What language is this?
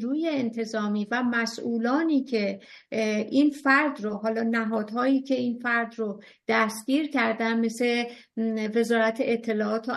Persian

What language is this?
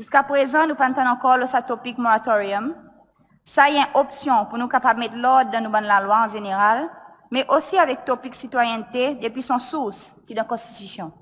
Seselwa Creole French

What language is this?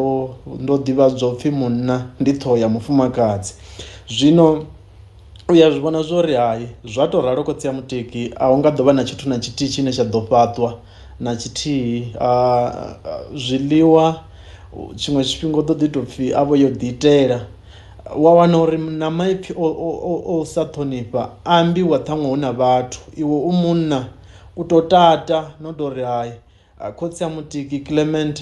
Venda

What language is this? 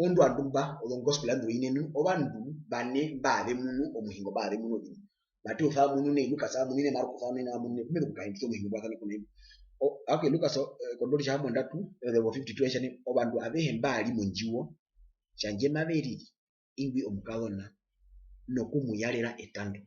Herero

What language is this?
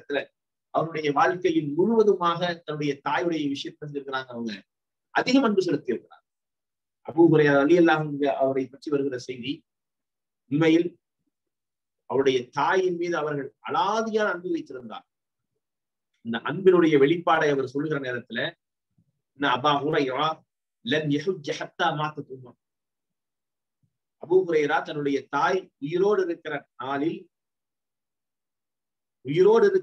Tamil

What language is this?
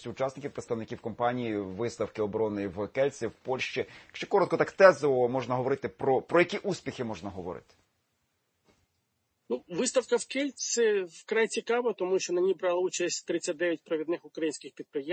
Ukrainian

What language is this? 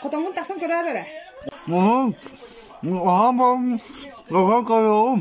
Yakut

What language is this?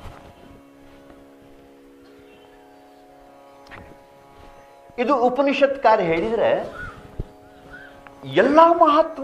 Kannada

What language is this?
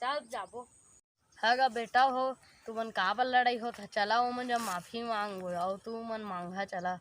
Chhattisgarhi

